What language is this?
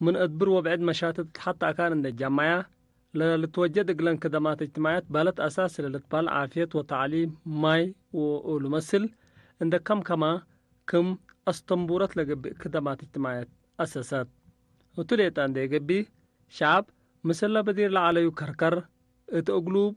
Tigre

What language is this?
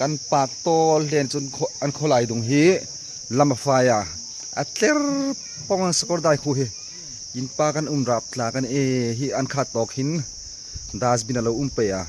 Hmar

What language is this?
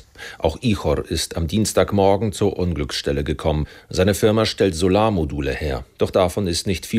German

